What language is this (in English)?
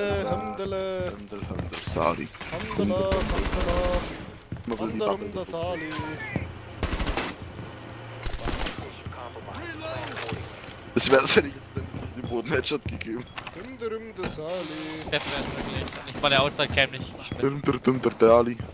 German